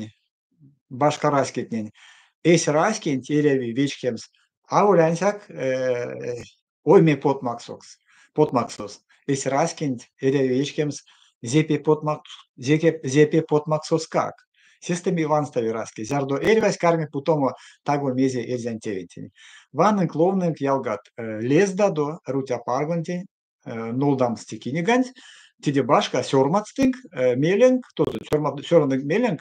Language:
Erzya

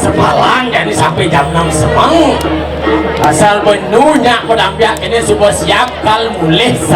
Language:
Balinese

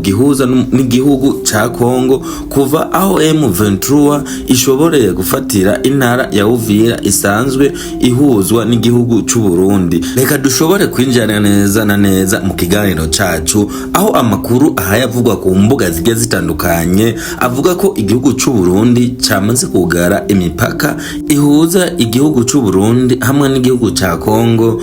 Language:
Rundi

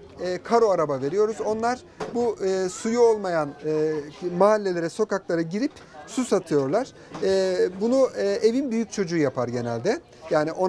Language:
Turkish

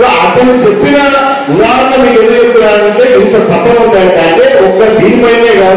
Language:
Telugu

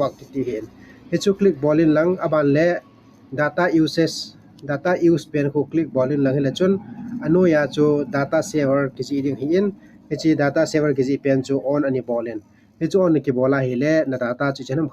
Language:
Thado Chin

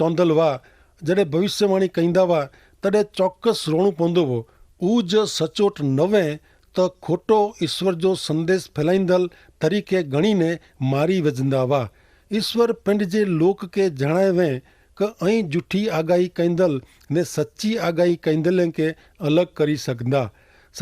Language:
Kachhi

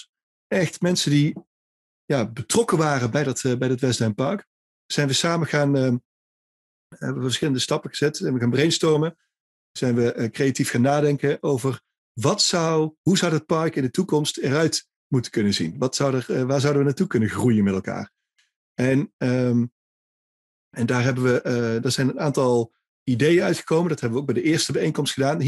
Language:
Dutch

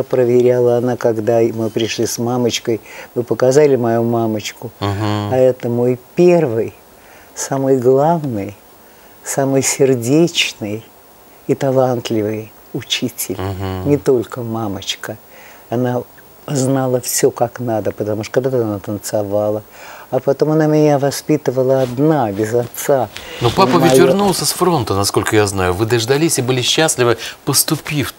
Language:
Russian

